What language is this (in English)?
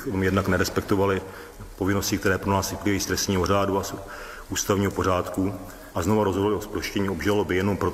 Czech